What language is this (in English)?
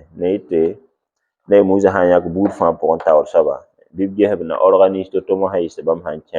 Mossi